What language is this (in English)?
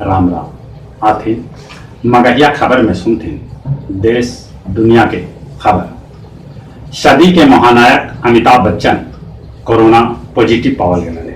Magahi